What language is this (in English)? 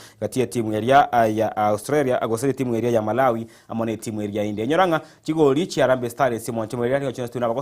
Gusii